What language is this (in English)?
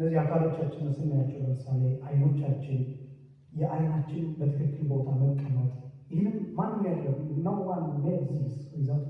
Amharic